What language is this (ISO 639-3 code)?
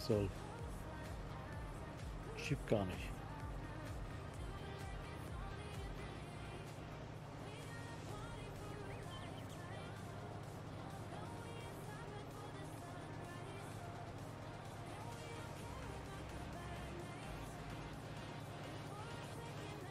deu